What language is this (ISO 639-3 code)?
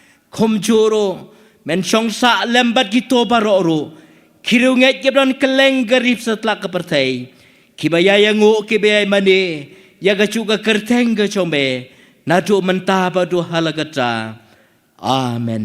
kha